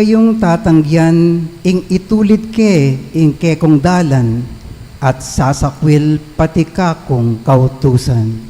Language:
Pampanga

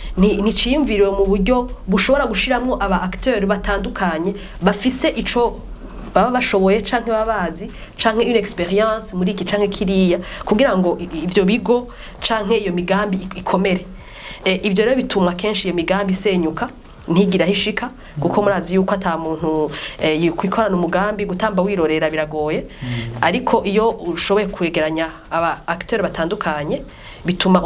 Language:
Rundi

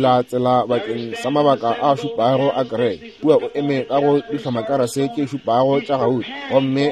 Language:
Northern Sotho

